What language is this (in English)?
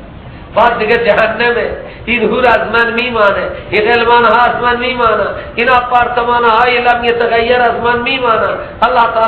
Persian